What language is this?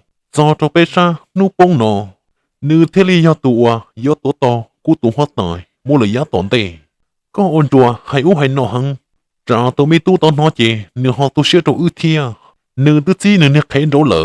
Hmong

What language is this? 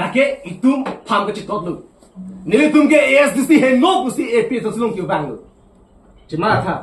Karbi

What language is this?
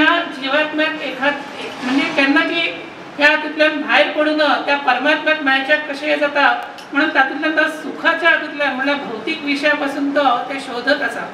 Konkani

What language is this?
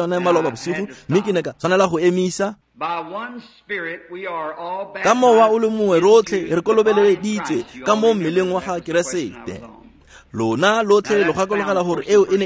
Tswana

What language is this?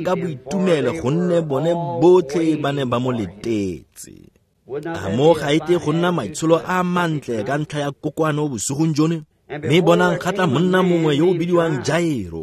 Tswana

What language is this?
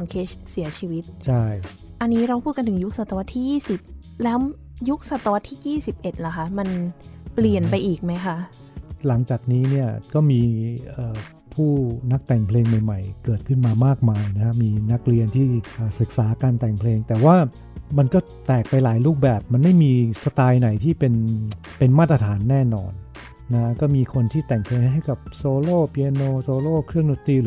Thai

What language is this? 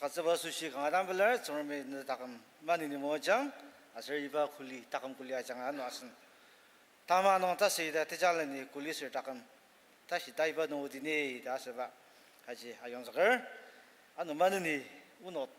Ao Naga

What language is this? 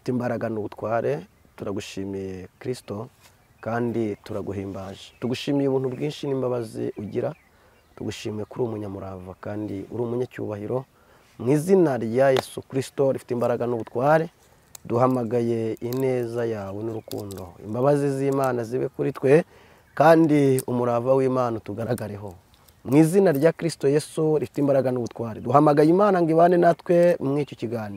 Kinyarwanda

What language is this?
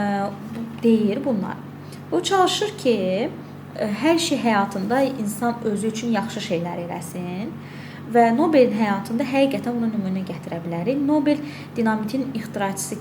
Azerbaijani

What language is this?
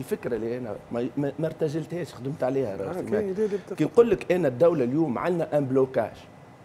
Tunisian Arabic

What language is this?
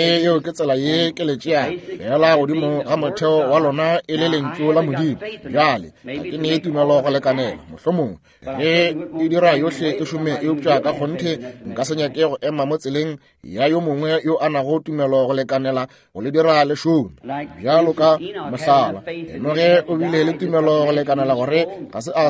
Northern Sotho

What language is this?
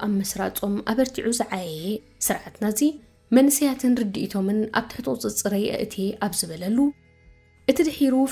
Tigrinya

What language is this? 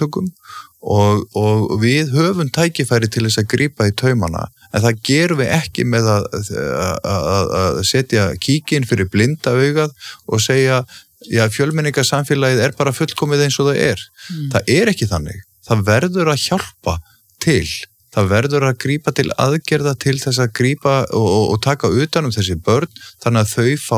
Icelandic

